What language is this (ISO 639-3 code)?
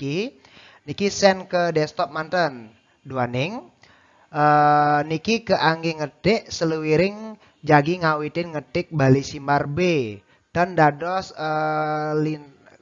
ban